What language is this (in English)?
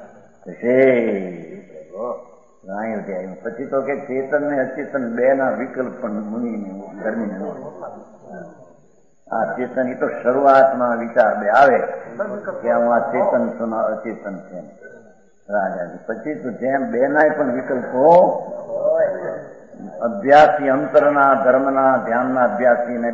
Gujarati